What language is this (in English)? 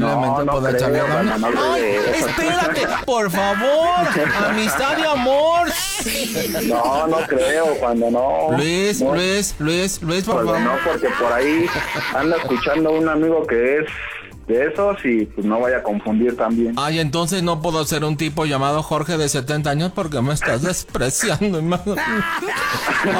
Spanish